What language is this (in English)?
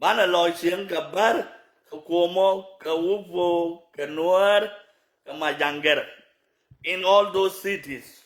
Nuer